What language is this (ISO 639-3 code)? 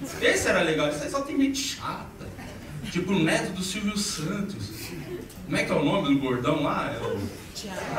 por